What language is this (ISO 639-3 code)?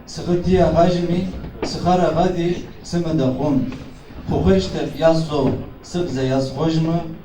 ady